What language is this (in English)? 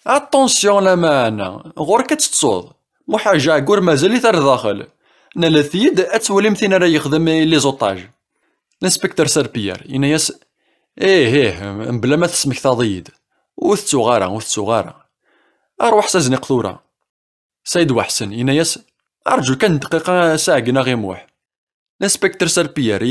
Kabyle